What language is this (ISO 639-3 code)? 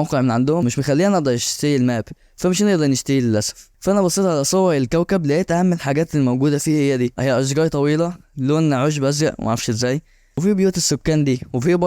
arz